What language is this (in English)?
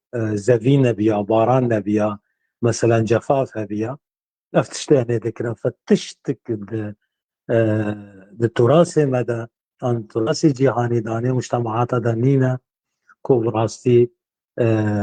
Kurdish